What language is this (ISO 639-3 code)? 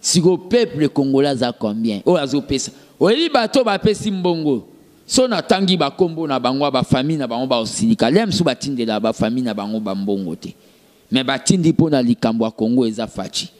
lin